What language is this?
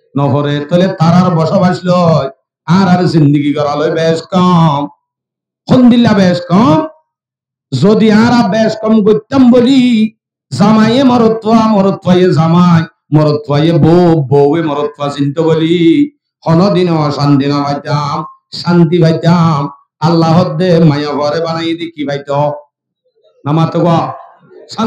Rohingya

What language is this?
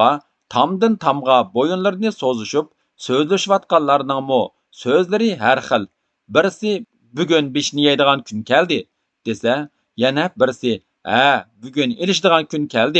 Uyghur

